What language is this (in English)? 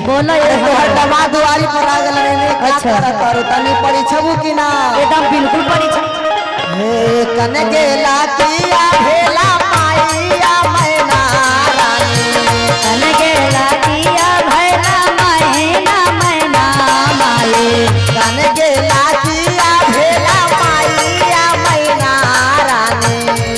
Magahi